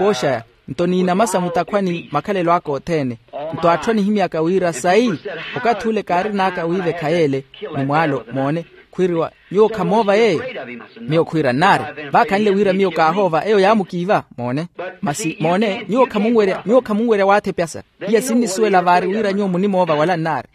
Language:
Makhuwa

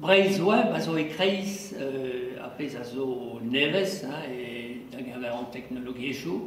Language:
Breton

